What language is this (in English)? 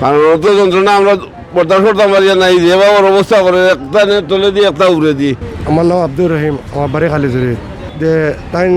Sylheti